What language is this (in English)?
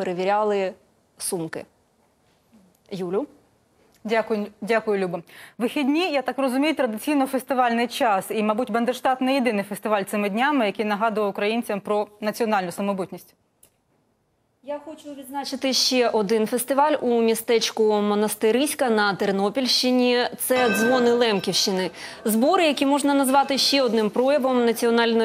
Ukrainian